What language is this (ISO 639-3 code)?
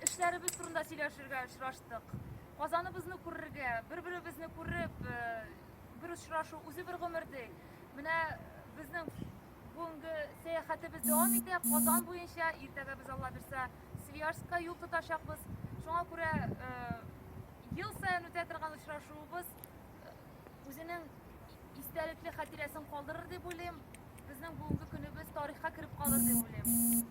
tat